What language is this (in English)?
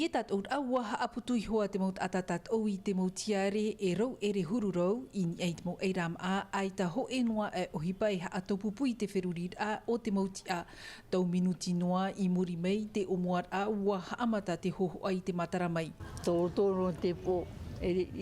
Tahitian